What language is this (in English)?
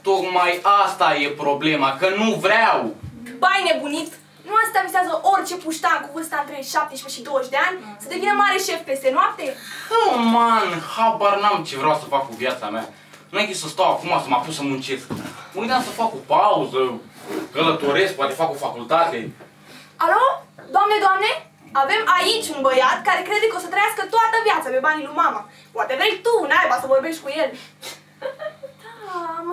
Romanian